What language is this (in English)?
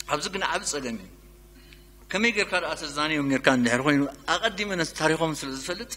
Tigrinya